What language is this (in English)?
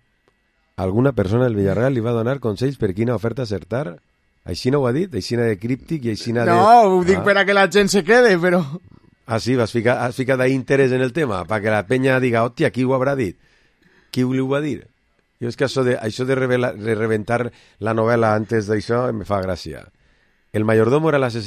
Catalan